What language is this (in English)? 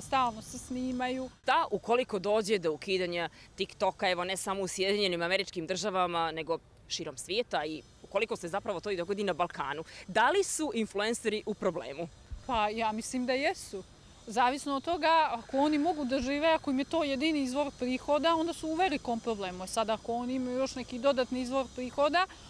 Bosnian